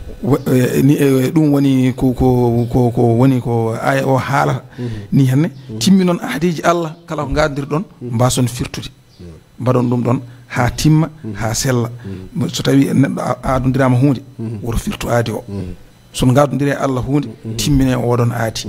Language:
Fula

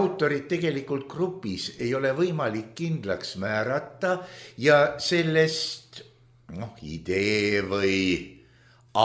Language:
Estonian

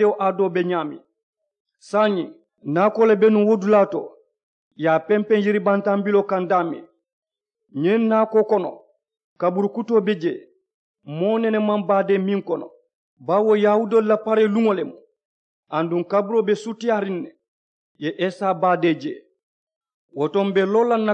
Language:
Mandingo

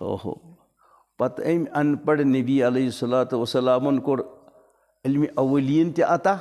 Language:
Kashmiri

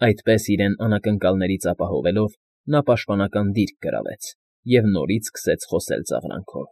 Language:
Armenian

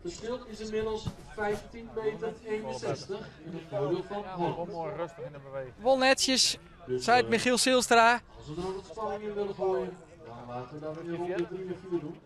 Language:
Western Frisian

